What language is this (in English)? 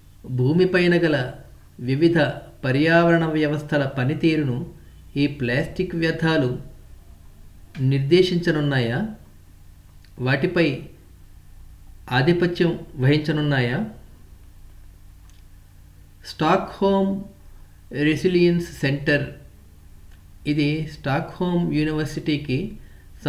Telugu